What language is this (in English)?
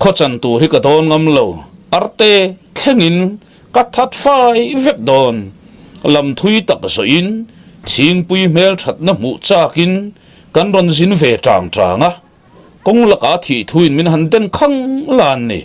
Mizo